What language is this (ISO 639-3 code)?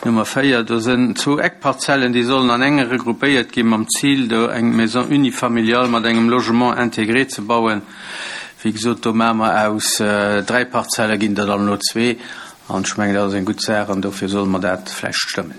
ltz